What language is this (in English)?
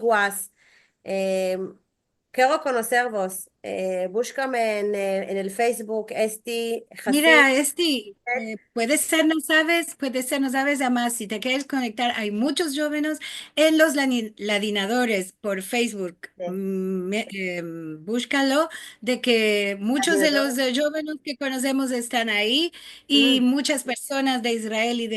Ladino